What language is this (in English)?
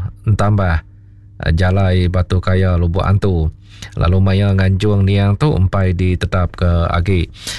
Iban